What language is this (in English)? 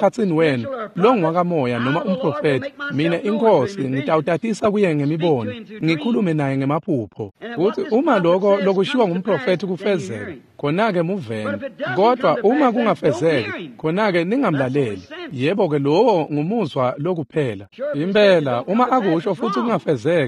Swati